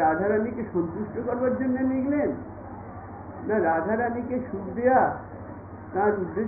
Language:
Bangla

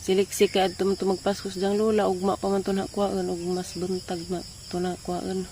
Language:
Cebuano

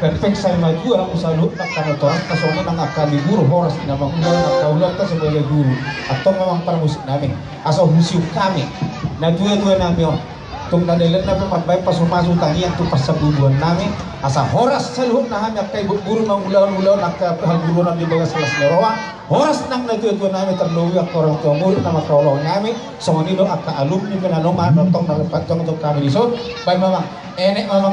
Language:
Batak Toba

